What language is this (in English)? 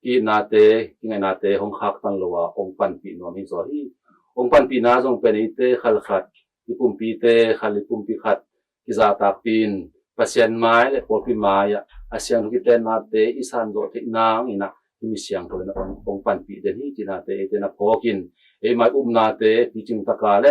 Tedim Chin